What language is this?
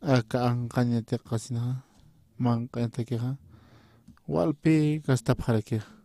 Aymara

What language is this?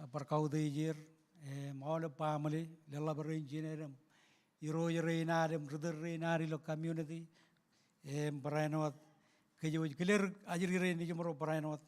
Marshallese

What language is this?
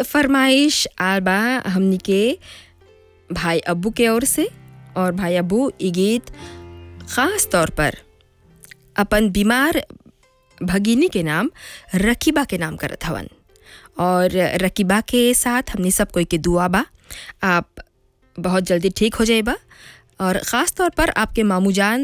Bhojpuri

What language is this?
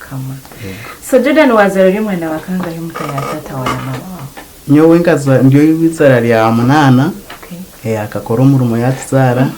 Nyankole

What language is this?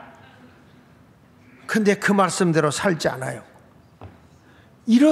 Korean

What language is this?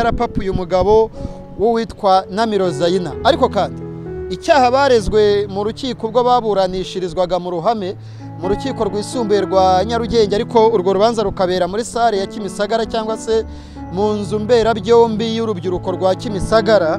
Kinyarwanda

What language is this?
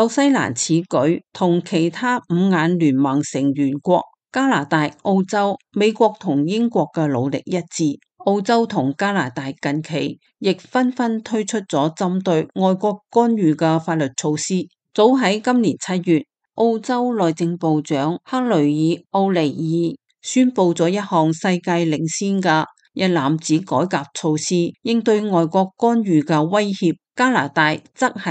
Cantonese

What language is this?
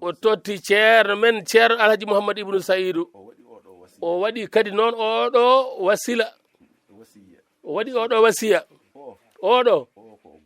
Fula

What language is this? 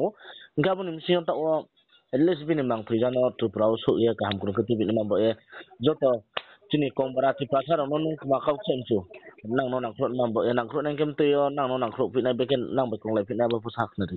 Riang (India)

